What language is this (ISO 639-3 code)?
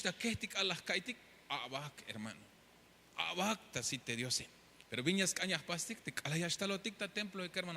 tzh